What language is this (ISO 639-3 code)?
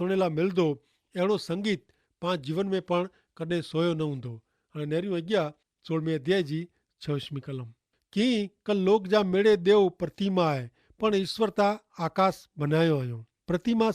kfr